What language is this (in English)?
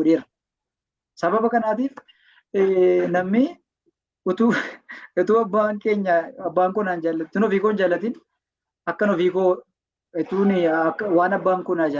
Oromo